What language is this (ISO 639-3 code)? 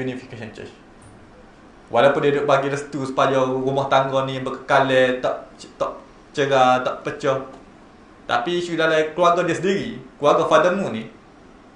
msa